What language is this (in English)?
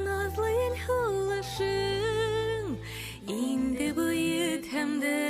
Bashkir